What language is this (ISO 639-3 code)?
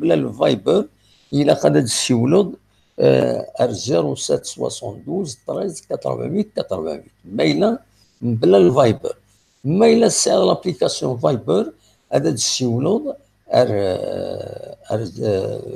kab